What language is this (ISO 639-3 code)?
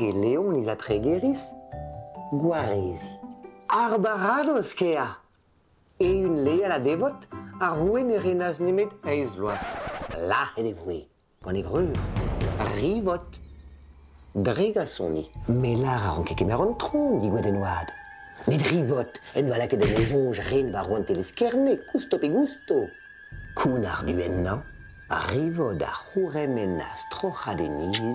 bre